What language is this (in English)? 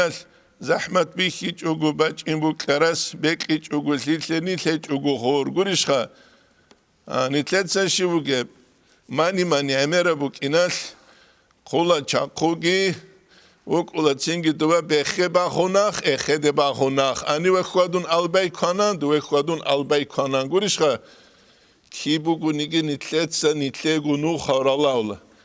Avaric